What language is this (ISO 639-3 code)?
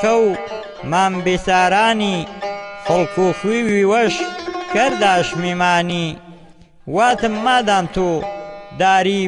hac